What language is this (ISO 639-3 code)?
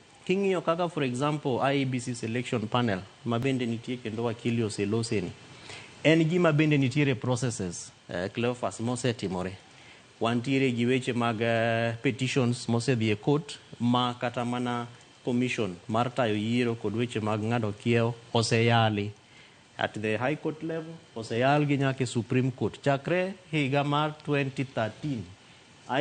luo